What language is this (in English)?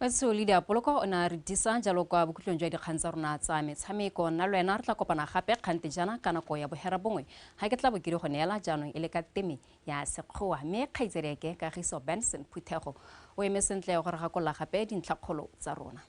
Tswana